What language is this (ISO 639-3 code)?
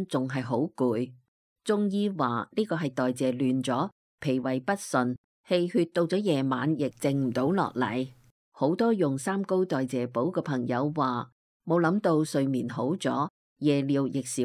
yue